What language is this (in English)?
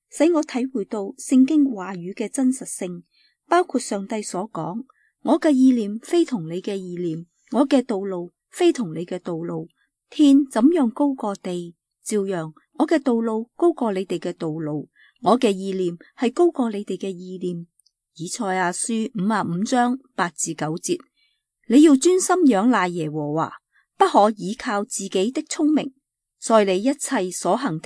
Cantonese